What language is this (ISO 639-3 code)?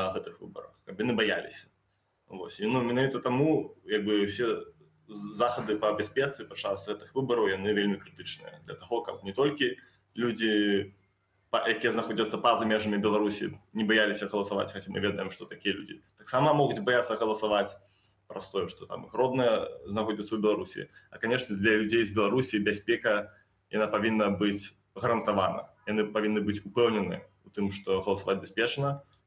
bel